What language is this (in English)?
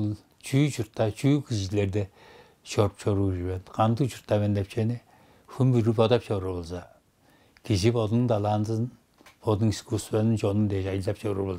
Tuvinian